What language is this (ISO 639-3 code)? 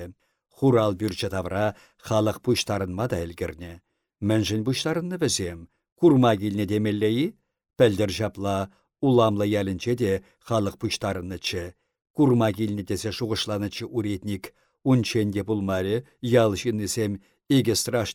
chv